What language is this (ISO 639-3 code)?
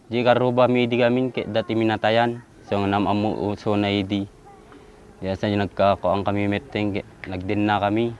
ilo